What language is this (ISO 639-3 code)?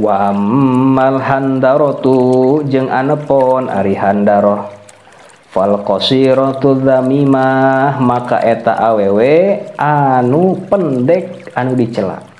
sun